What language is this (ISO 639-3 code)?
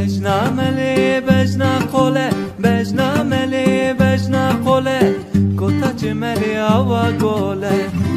zza